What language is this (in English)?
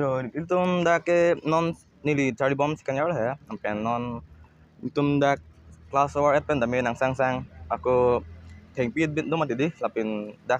Karbi